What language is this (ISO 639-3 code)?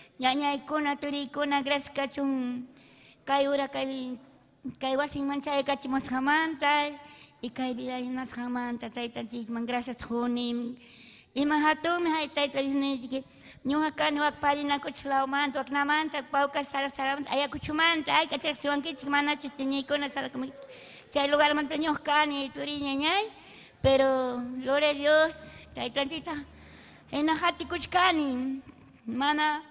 quy